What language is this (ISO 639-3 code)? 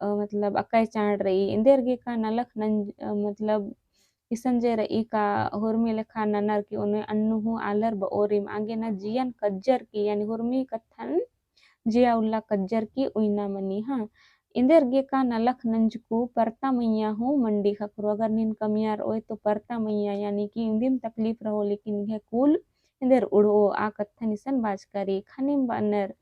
kru